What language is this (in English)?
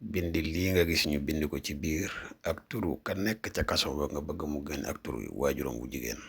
Wolof